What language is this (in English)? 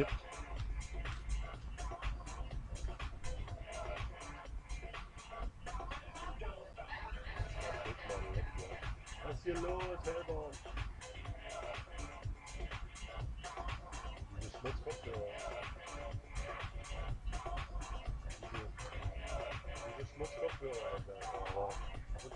German